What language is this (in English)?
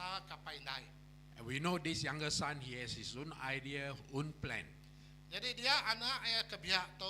Iban